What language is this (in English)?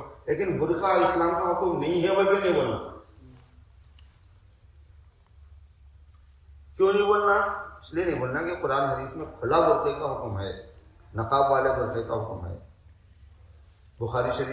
Urdu